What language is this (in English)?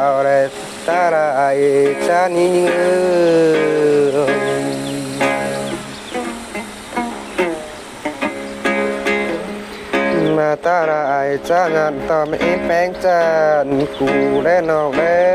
Thai